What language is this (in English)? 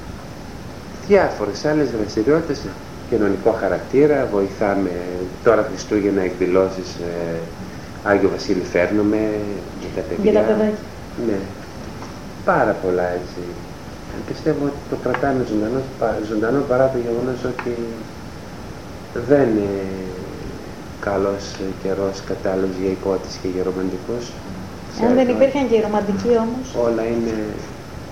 Greek